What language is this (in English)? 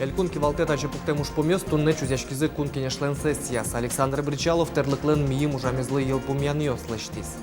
Udmurt